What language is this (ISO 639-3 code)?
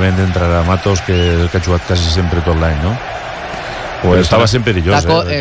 cat